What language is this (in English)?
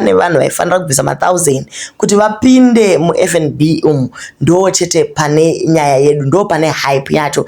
Shona